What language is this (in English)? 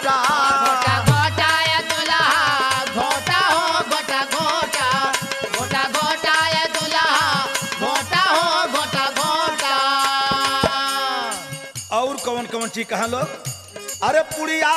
Bhojpuri